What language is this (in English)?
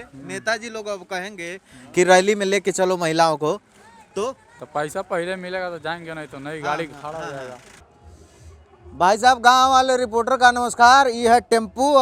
Bhojpuri